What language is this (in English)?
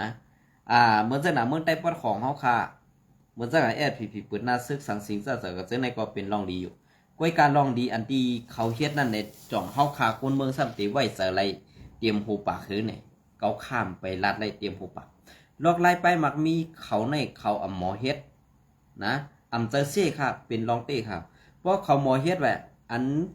Shan